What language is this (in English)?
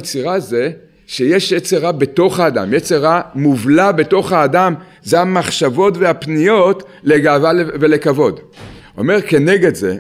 Hebrew